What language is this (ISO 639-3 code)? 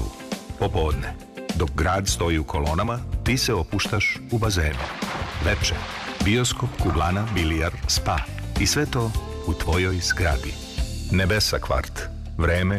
srp